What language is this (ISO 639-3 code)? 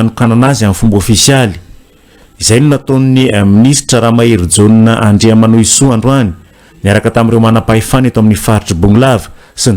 mlg